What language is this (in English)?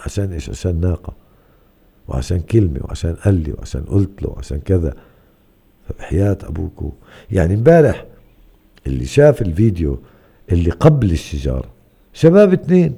North Levantine Arabic